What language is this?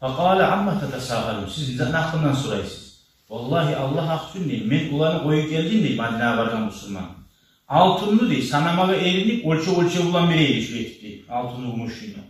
Kumyk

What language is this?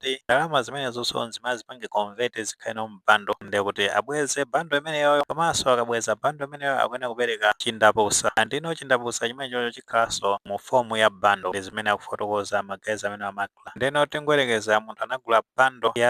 Nyanja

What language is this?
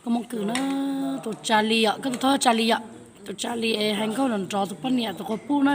Hmong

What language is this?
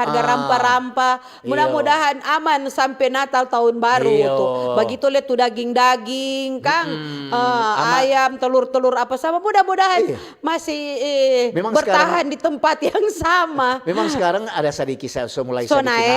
Manado Malay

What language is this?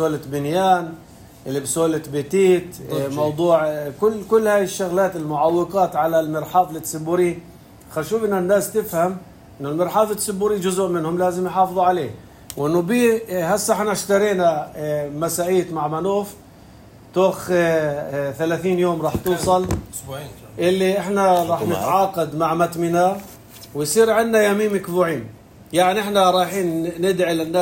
North Levantine Arabic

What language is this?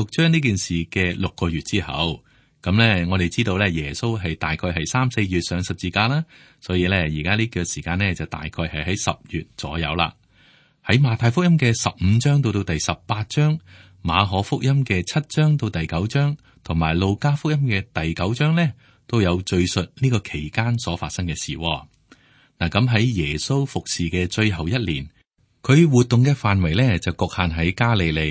Cantonese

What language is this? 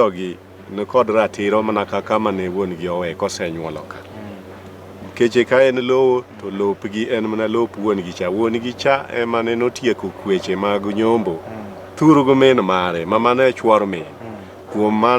Luo (Kenya and Tanzania)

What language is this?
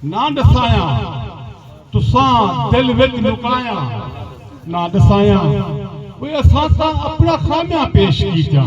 Saraiki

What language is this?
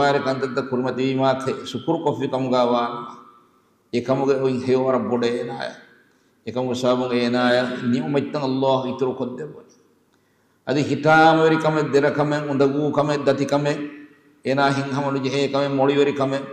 Divehi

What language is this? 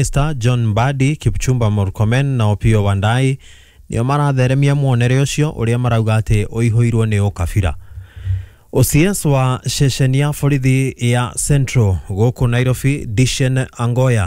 Kikuyu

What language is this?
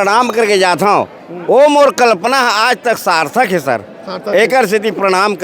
Chhattisgarhi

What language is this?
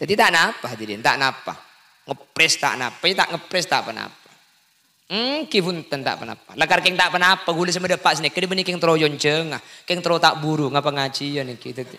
Madurese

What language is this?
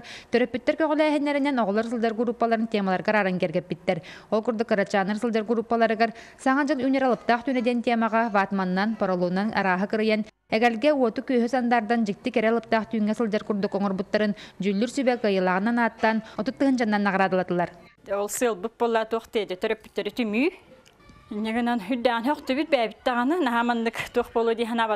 Yakut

